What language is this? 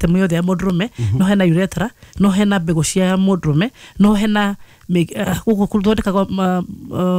Kikuyu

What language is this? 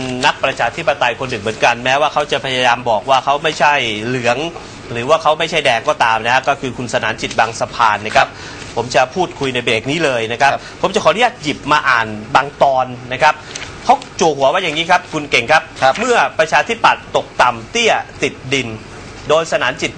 Thai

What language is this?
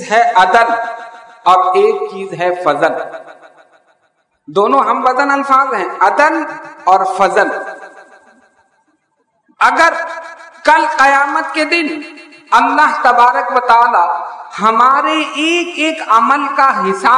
Urdu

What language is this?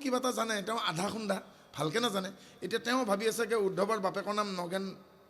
Assamese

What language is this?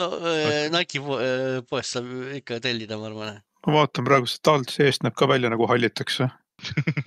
Estonian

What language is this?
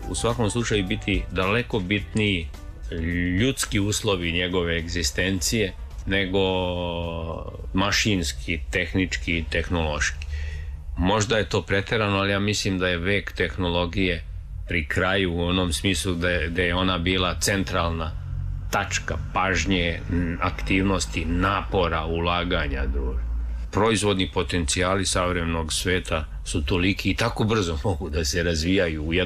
Serbian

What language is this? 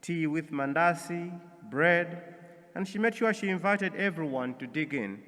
English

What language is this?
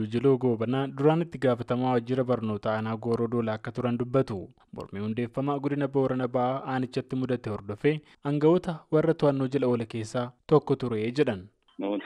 Oromo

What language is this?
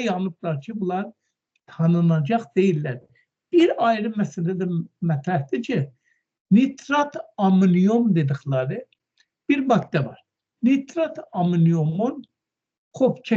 Azerbaijani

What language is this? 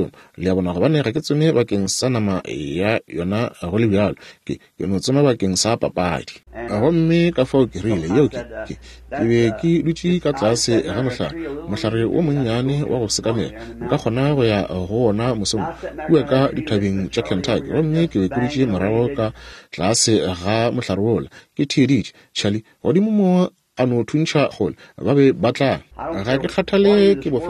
Northern Sotho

